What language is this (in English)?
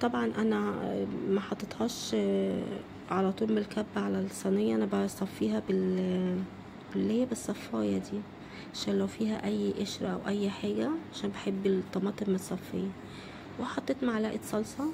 Egyptian Arabic